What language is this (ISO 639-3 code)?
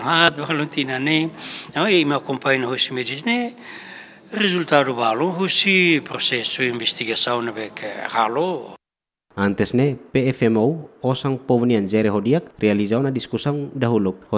tet